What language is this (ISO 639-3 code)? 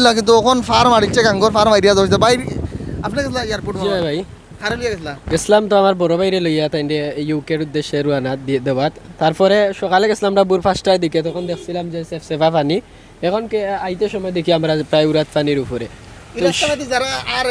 syl